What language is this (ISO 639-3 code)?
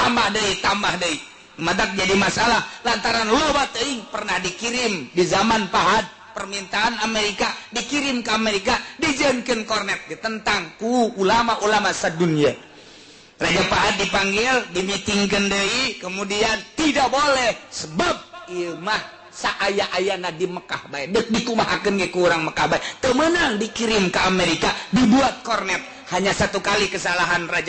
sun